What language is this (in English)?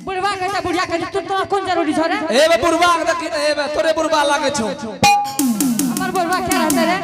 Angika